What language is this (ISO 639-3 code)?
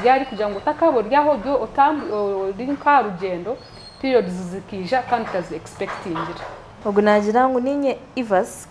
nyn